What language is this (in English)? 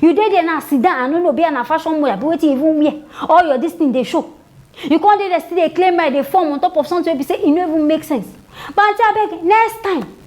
Nigerian Pidgin